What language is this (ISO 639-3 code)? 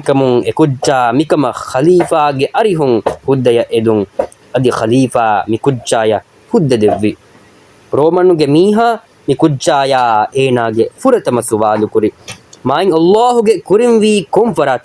div